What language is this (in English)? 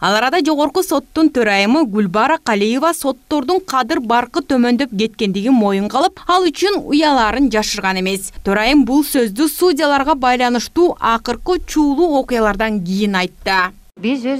Kyrgyz